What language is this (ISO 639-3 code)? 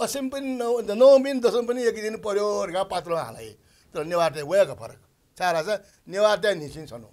new